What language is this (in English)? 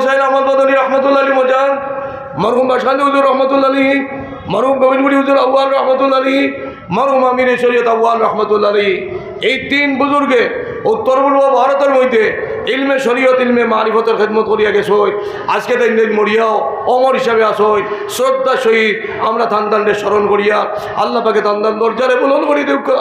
Sylheti